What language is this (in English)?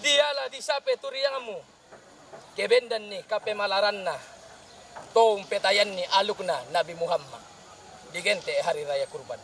Toraja-Sa'dan